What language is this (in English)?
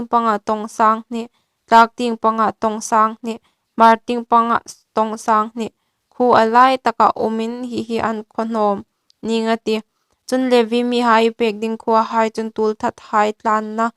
Hmar